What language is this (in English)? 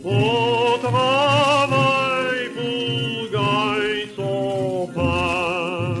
Morisyen